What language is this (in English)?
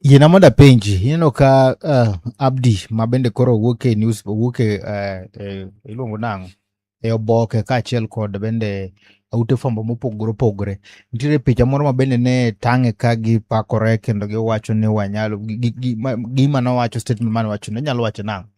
Luo (Kenya and Tanzania)